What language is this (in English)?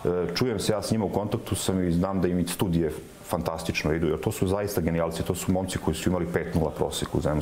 Serbian